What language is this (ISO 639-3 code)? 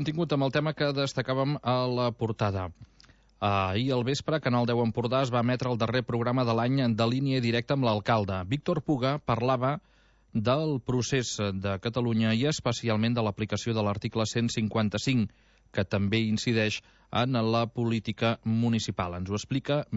cat